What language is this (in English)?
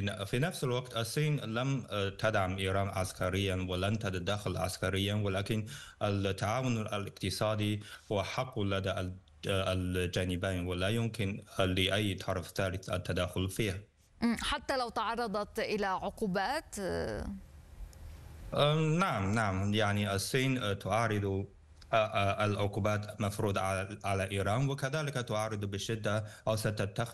Arabic